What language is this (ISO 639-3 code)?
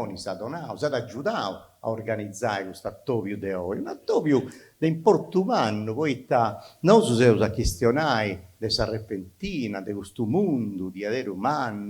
srd